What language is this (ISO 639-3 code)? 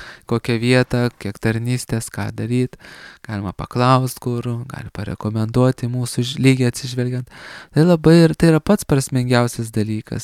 lit